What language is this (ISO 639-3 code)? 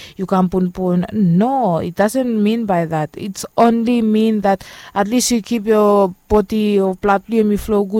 bis